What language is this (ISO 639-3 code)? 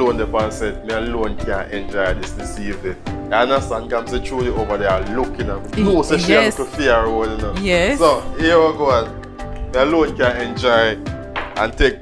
jam